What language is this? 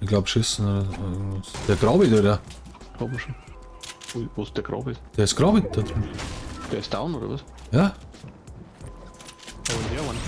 Bavarian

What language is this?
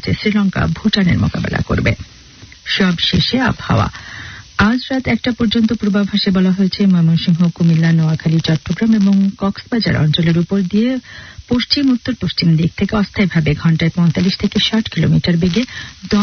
Bangla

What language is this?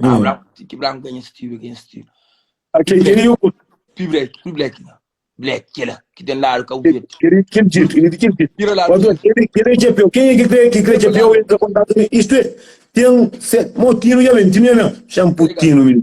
Kabuverdianu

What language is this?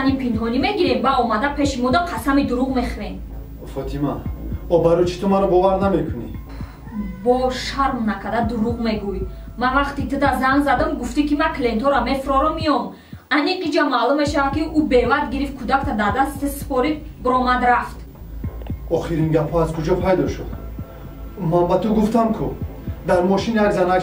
Tajik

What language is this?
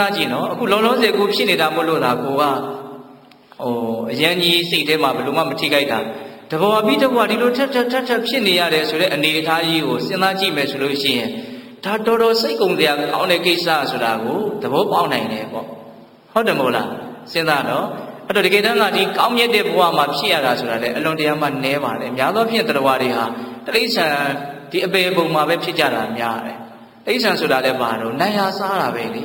Burmese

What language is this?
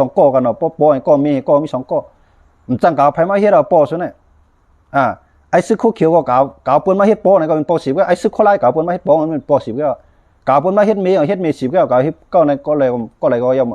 Shan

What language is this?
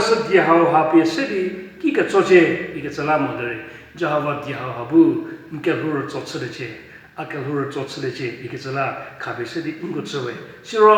Angami Naga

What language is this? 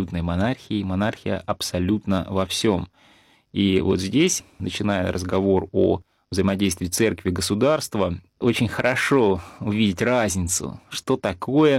Russian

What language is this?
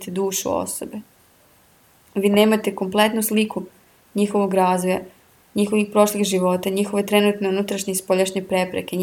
Serbian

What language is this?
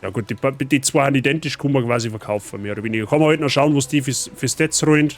Bavarian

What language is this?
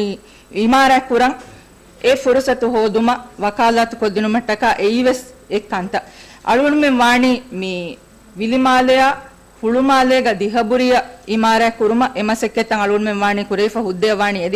Divehi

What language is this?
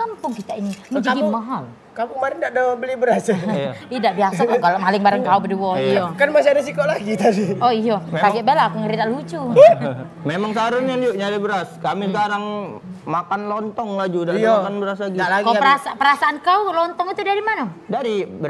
Musi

